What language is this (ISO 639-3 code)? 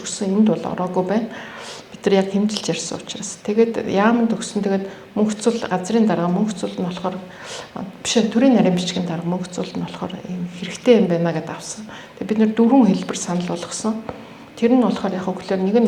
mon